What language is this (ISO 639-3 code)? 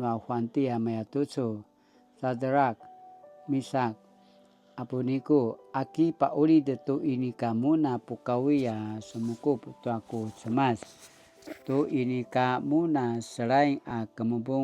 pwn